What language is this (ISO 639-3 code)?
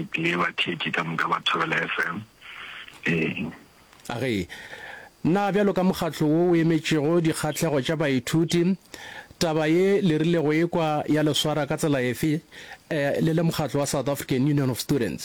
nso